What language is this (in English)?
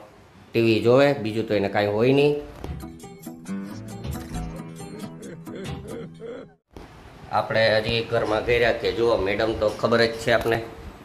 Gujarati